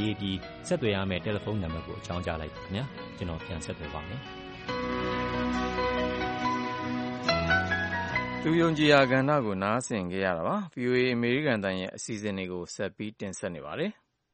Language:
Burmese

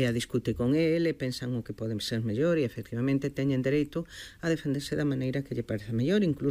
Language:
Galician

